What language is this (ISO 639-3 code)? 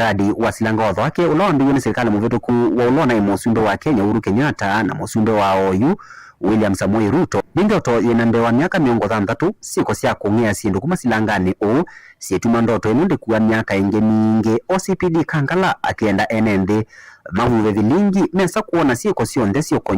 kam